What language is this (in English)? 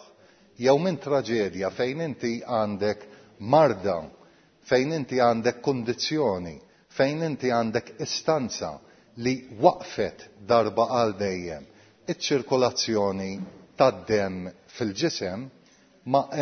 Maltese